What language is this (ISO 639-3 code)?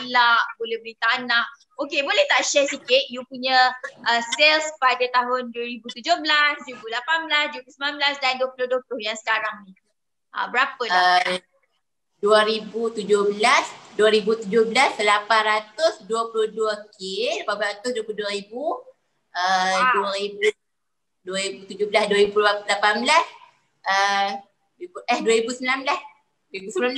msa